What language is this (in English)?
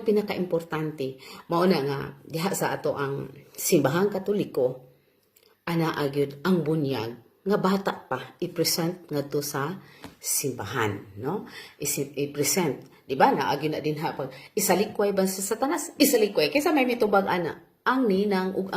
Cebuano